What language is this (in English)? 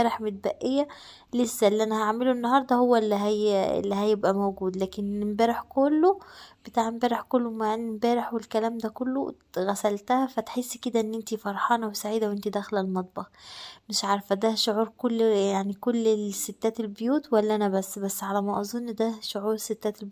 Egyptian Arabic